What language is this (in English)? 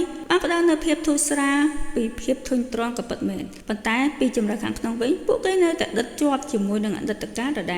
Khmer